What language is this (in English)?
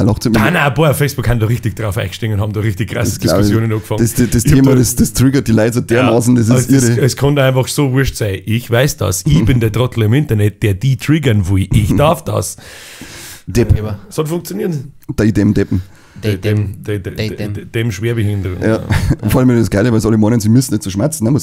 Bavarian